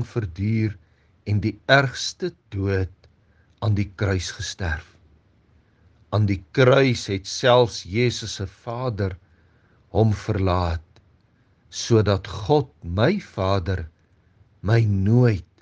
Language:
Afrikaans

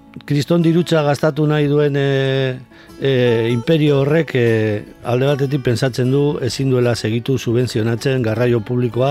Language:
Basque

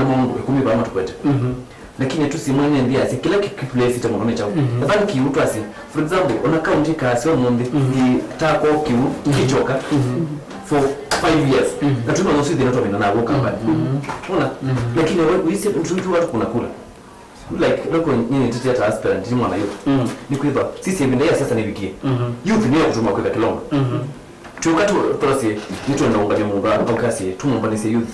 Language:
Kamba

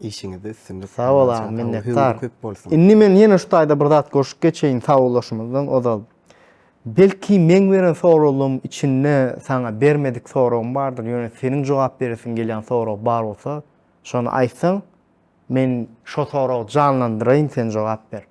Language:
Turkmen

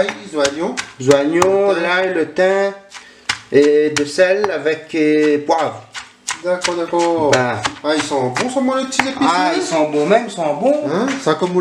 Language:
Réunion Creole French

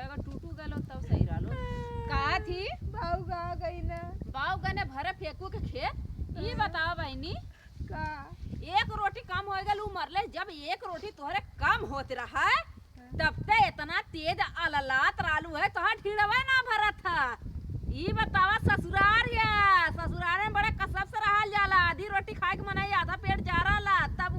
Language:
Awadhi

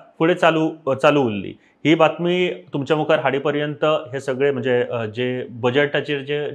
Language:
Konkani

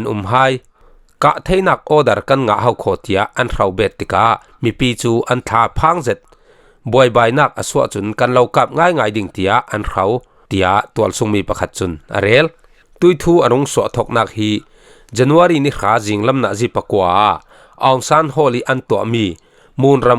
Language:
Falam Chin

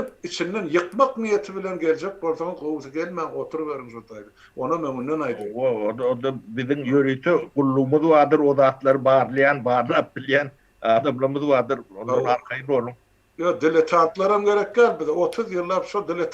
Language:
Turkmen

